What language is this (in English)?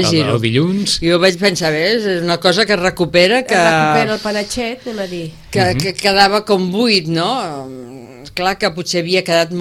Catalan